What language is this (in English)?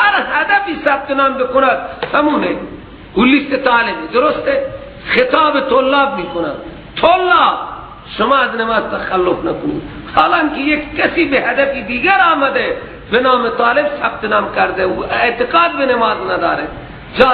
Persian